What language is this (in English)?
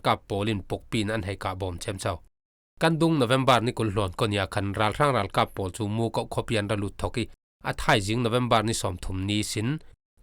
Falam Chin